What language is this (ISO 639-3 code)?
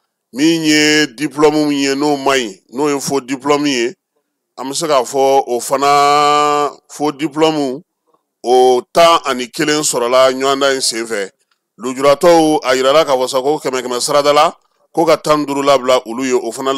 bam